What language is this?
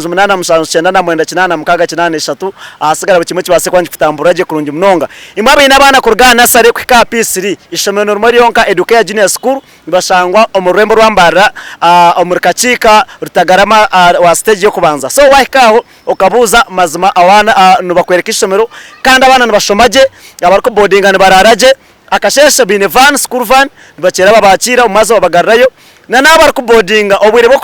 Nyankole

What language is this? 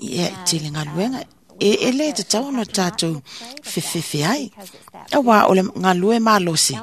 Samoan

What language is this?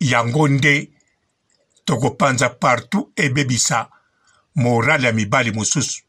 Lingala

